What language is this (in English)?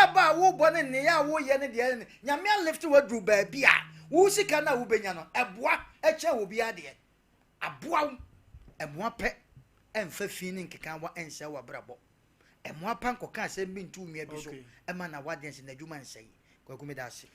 Akan